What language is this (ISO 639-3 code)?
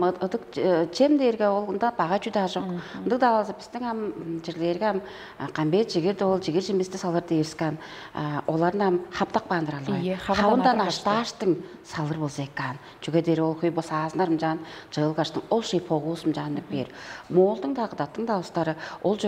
tyv